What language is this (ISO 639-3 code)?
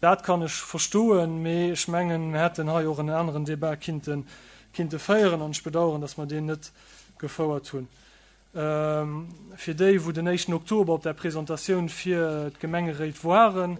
ltz